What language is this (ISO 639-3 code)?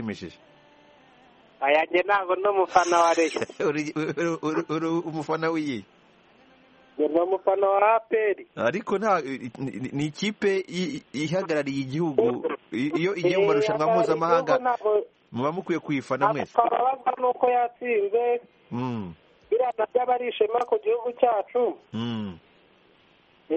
kin